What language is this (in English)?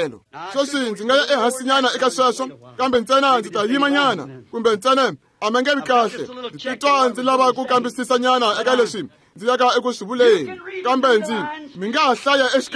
Tsonga